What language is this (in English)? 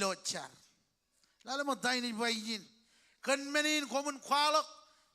Marshallese